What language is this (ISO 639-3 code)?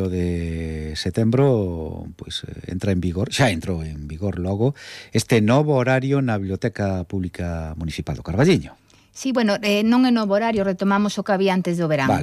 glg